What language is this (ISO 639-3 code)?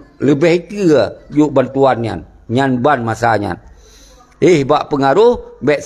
ace